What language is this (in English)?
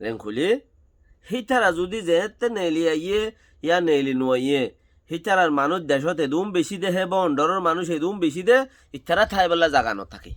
Rohingya